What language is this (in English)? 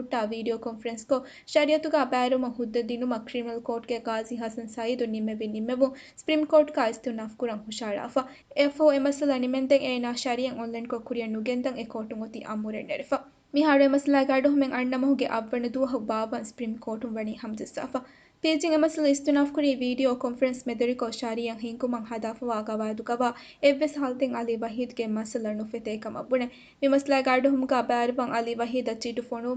Divehi